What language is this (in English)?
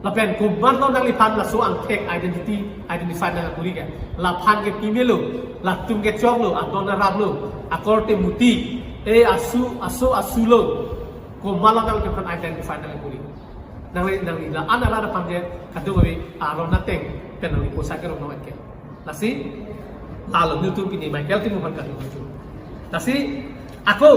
Karbi